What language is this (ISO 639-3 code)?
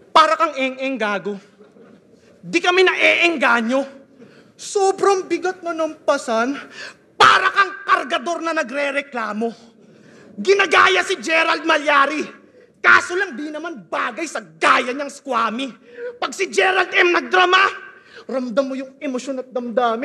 fil